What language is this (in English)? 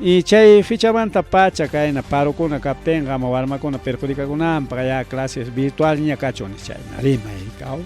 Ayacucho Quechua